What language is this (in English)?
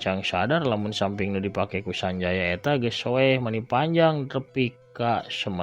Sundanese